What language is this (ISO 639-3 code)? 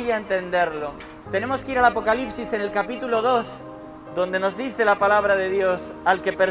spa